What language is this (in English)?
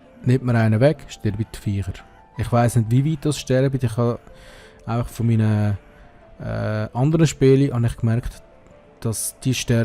Swiss German